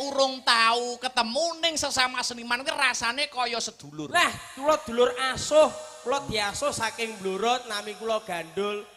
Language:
Javanese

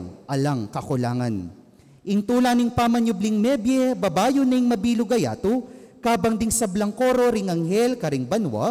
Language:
Pampanga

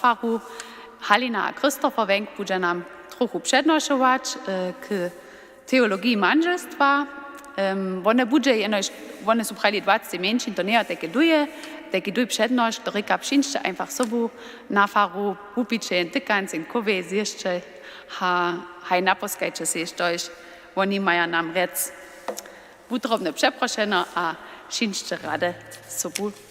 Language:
Upper Sorbian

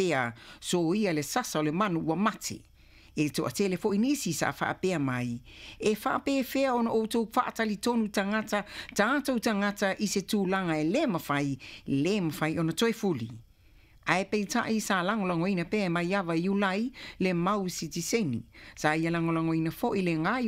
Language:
Samoan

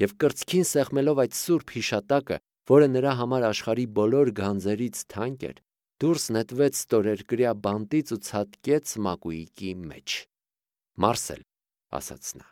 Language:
Armenian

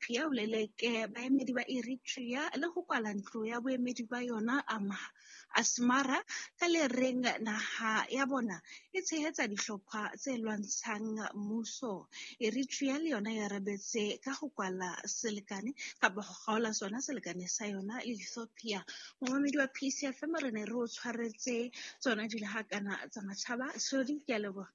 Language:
Southern Sotho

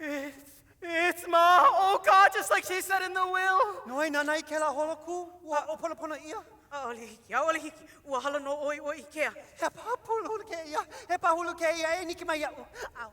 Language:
Hawaiian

